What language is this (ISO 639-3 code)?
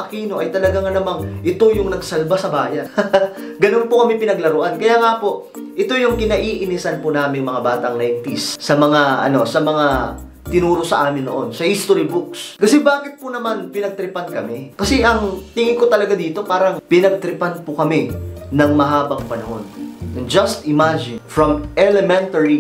fil